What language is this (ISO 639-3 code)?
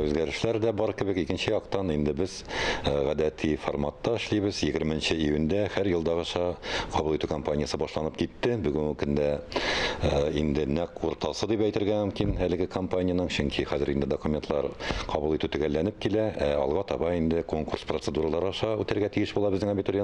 tat